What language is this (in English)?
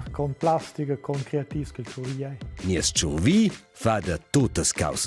Romansh